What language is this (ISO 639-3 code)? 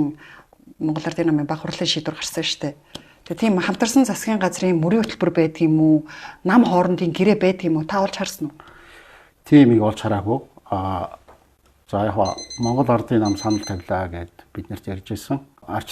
mon